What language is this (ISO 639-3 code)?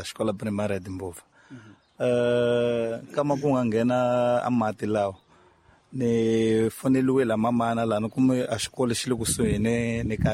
tso